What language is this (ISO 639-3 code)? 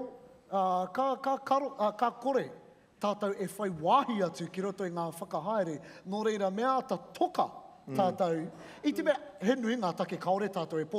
mri